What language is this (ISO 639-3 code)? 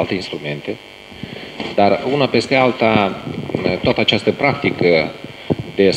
ron